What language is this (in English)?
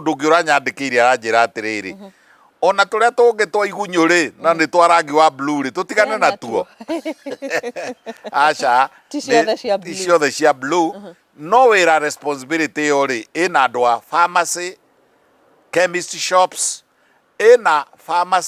Kikuyu